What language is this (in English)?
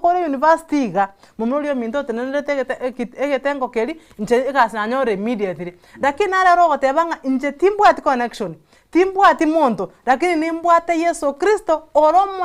Gusii